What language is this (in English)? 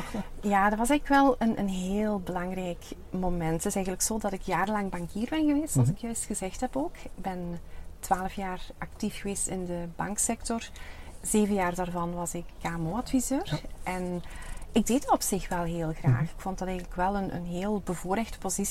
Dutch